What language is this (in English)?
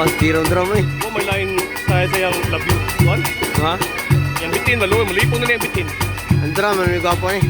Cebuano